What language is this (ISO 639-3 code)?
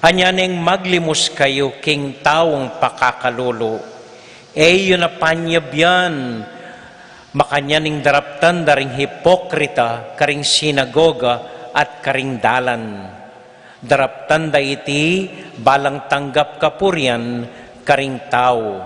pam